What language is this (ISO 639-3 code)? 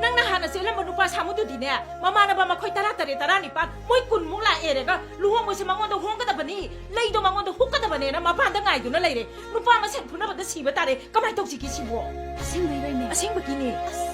mni